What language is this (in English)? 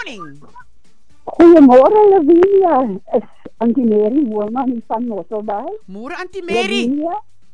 Afrikaans